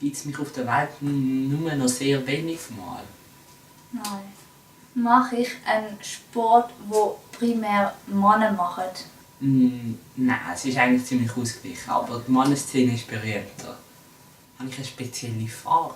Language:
Swiss German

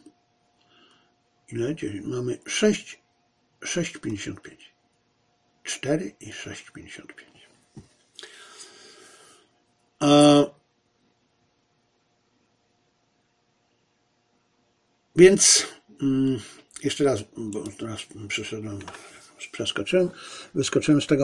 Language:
Polish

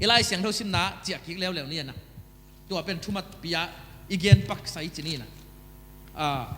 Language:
Tedim Chin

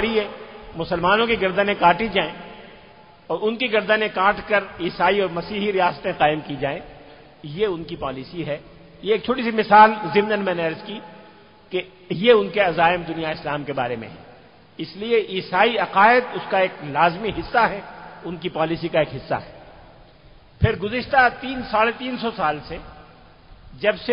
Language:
Urdu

